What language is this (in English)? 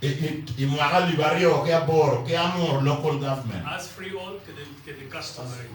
Acoli